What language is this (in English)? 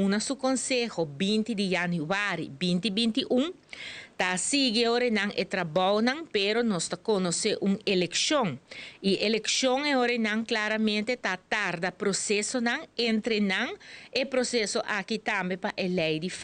Papiamento